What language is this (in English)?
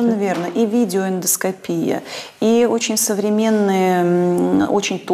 Russian